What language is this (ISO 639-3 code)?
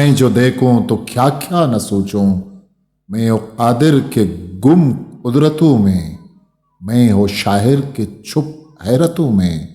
bgp